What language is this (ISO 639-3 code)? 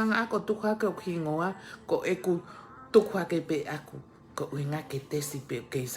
ton